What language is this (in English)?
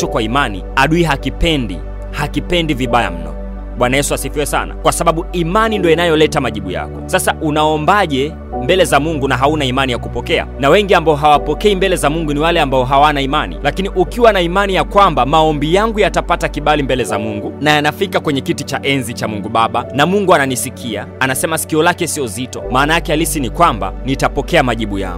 Swahili